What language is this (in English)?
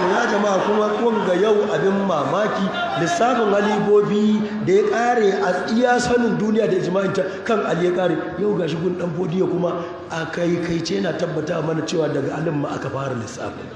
Hausa